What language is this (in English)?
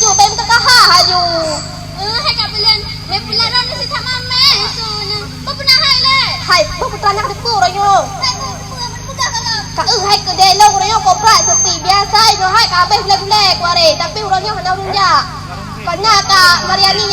Achinese